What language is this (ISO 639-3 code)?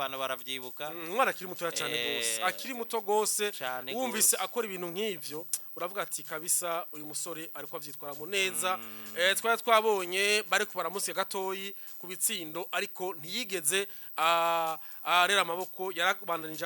run